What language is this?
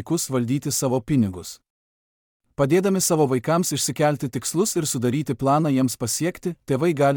Lithuanian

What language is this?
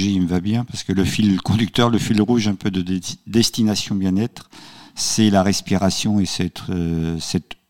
French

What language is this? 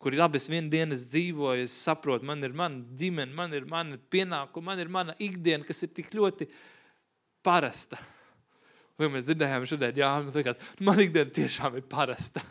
Latvian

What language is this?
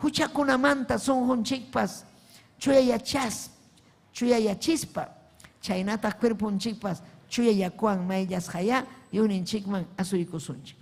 Ayacucho Quechua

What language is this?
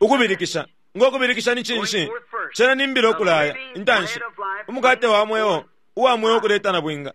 Bemba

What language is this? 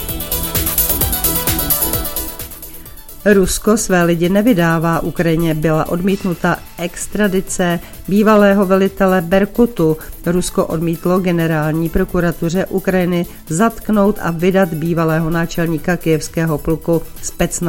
Czech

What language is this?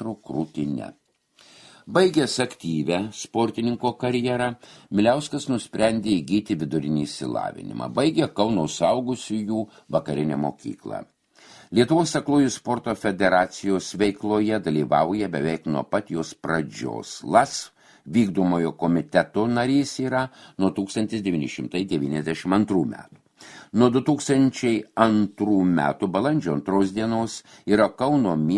Lithuanian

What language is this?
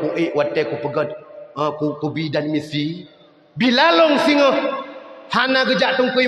Achinese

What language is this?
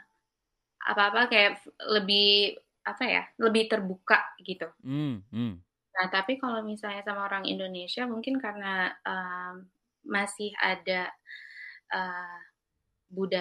Indonesian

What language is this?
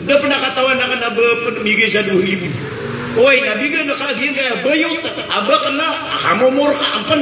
Maranao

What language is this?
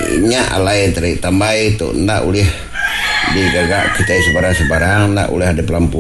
Iban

